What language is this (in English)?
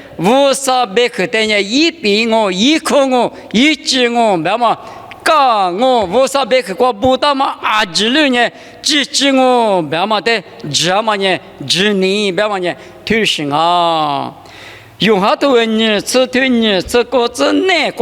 Lisu